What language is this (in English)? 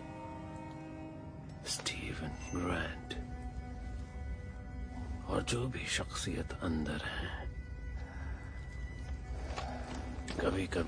Hindi